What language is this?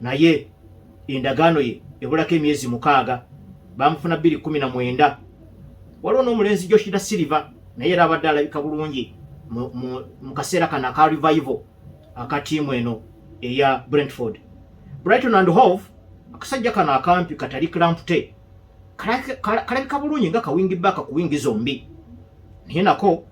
Ganda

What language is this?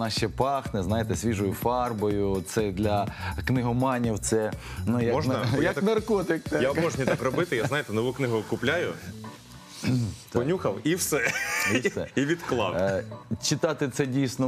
Ukrainian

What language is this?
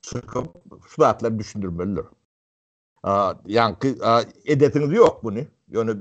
Turkmen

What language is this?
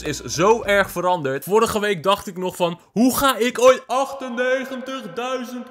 Dutch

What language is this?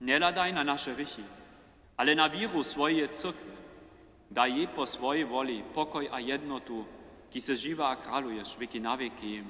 Upper Sorbian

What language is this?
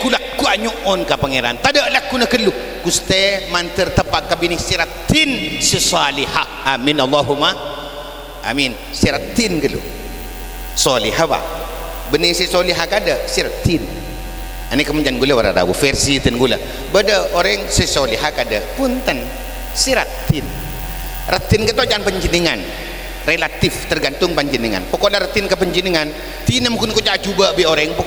Madurese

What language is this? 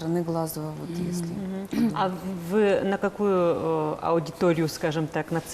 Udmurt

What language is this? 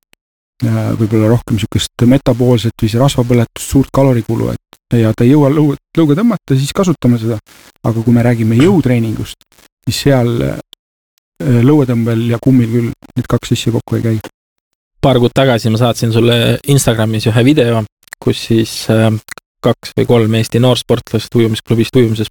Estonian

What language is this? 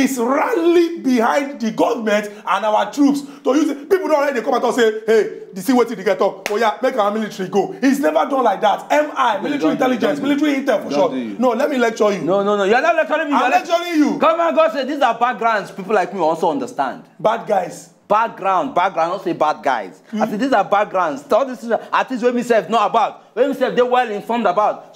Nigerian Pidgin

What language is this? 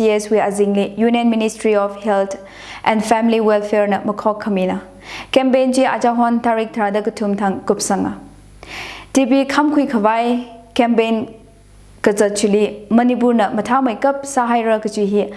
Tangkhul Naga (India)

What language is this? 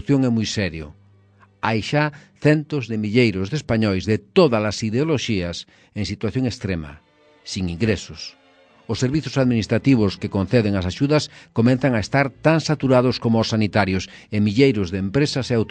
Galician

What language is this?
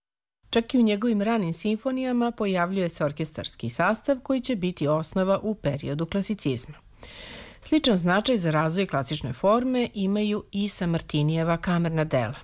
Serbian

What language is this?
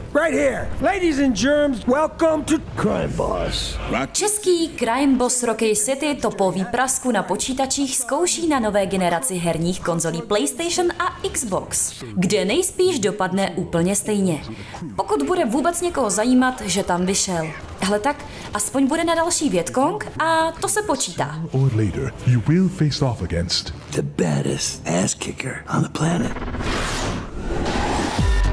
Czech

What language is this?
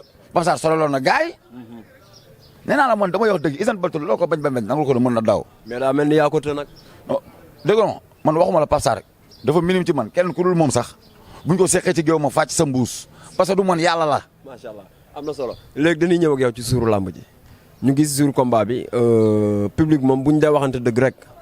Wolof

